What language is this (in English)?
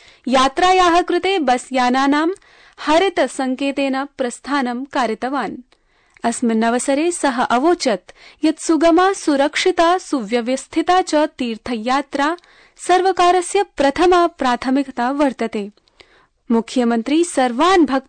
Sanskrit